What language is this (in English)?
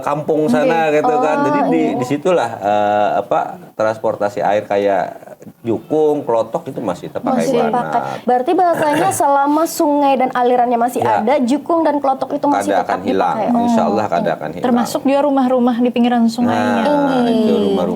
Banjar